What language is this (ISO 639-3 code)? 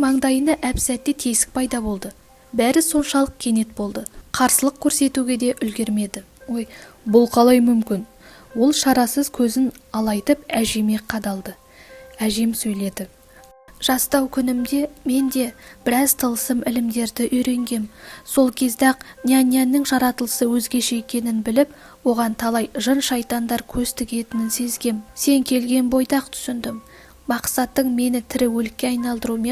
kaz